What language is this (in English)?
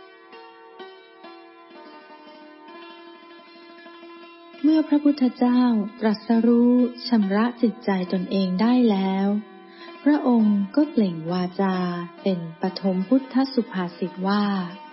Thai